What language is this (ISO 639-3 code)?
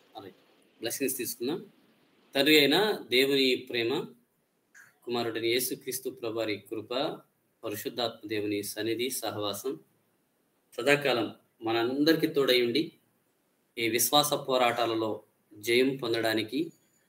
tel